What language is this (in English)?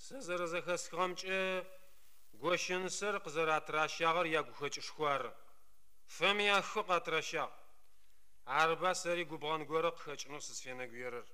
Adyghe